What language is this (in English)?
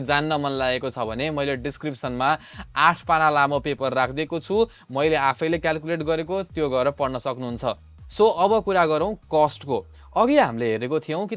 Nepali